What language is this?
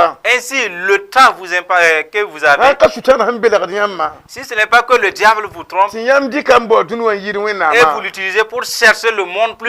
Mossi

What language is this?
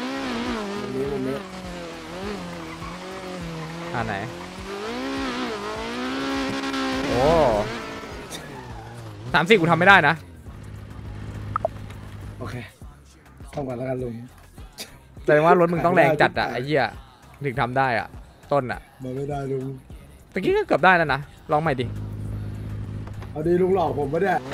Thai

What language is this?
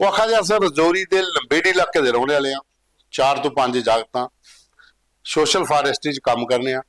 Dogri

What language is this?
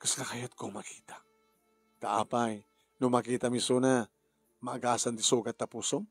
Iloko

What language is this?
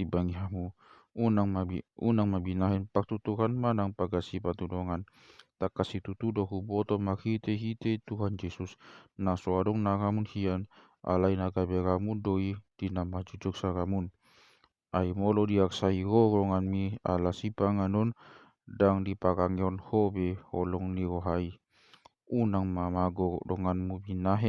Batak Toba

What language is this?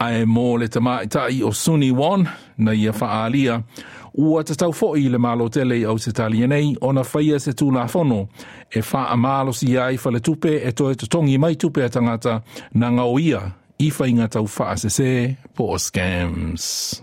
Samoan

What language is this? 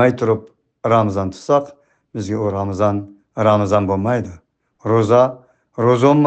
Uyghur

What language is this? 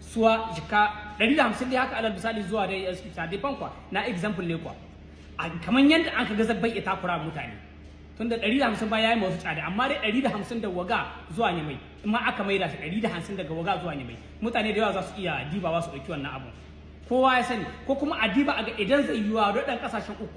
Hausa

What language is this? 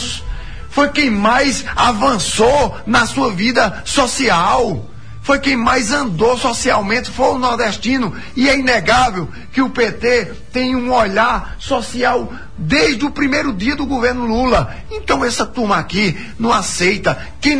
Portuguese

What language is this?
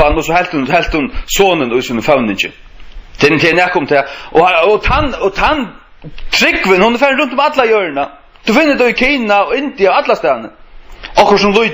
Faroese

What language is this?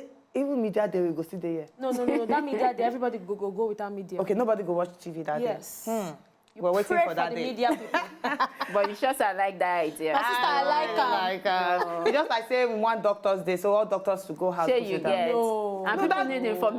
Nigerian Pidgin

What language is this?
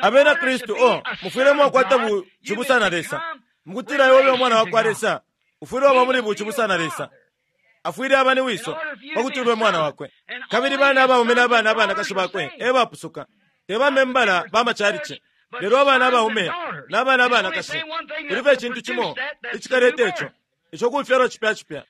Bemba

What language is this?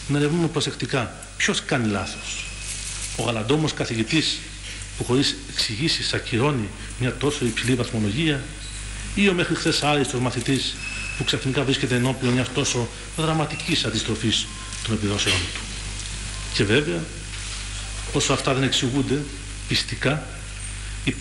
Greek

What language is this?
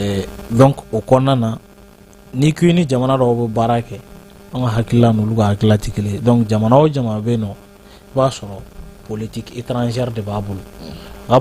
Bambara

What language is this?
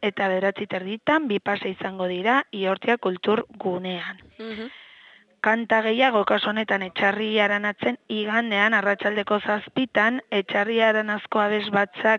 Basque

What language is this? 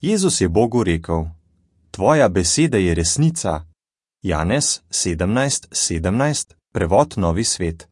Slovenian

